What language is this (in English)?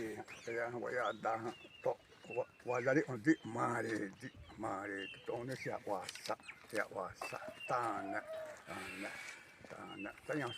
Xavánte